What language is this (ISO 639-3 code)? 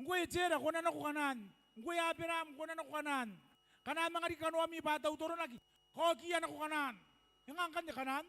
gil